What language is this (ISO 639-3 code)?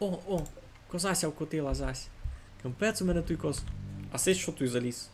rue